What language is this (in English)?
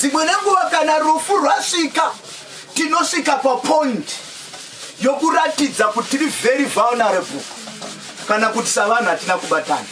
Shona